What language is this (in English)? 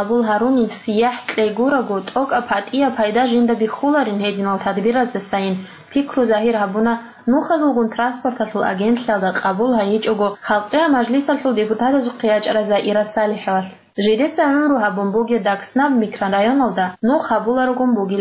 Avaric